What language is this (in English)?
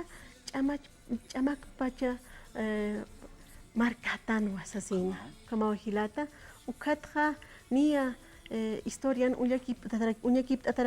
Aymara